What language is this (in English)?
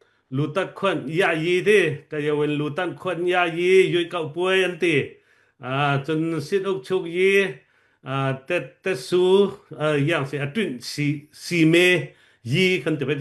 Falam Chin